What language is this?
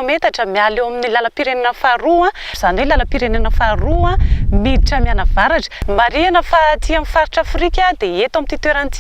Malagasy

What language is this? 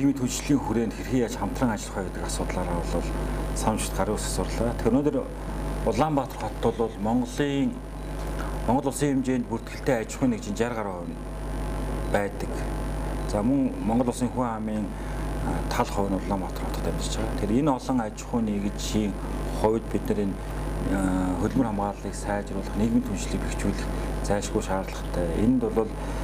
Mongolian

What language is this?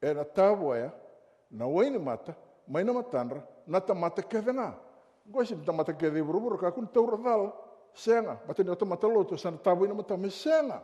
Fijian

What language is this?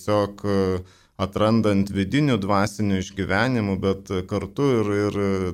Lithuanian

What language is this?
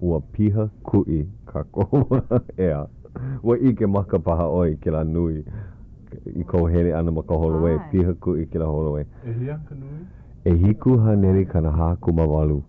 Hawaiian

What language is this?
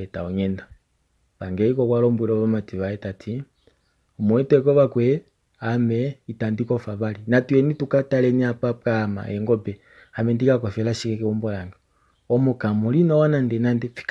Kuanyama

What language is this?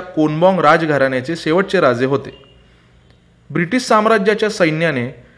Marathi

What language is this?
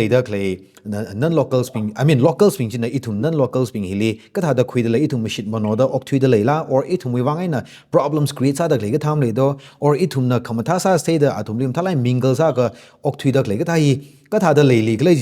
Tangkhul Naga (India)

